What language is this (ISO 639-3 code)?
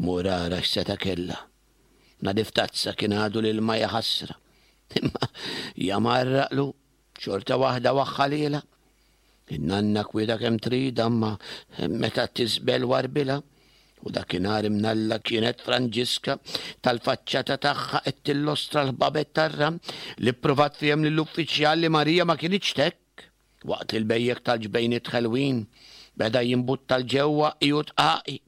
mlt